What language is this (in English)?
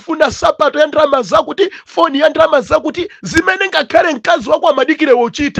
Nyanja